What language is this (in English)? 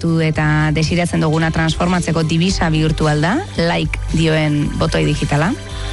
Basque